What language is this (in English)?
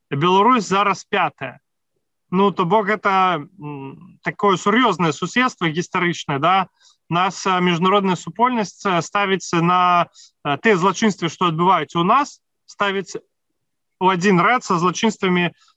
Belarusian